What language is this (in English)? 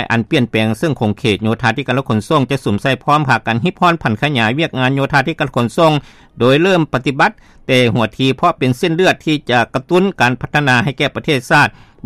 Lao